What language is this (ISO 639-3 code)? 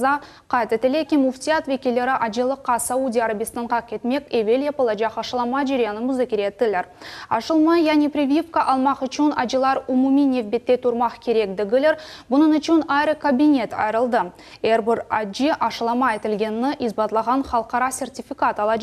crh